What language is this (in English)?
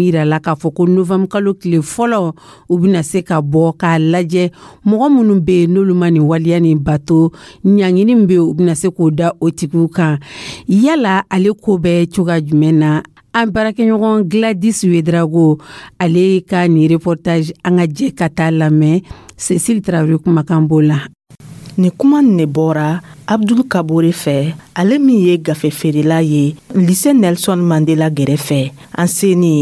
Dyula